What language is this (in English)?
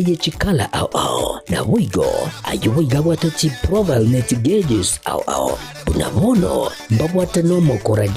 Gusii